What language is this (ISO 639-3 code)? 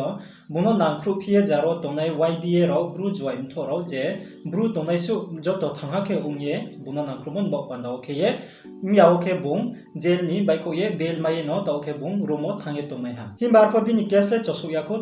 ria